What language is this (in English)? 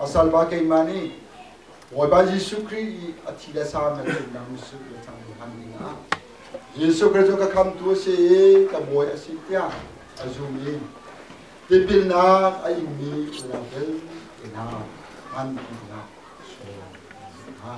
Hakha Chin